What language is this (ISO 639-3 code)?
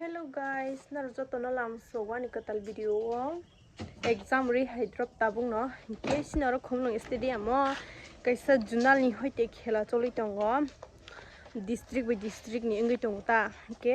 trp